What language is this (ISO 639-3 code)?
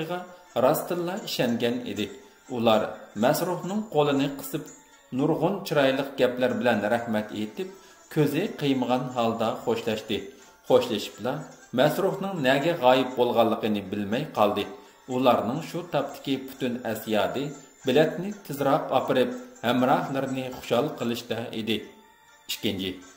uig